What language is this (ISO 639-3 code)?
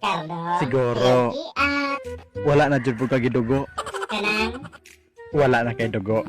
ceb